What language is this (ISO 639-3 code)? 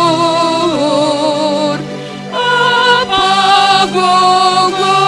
bts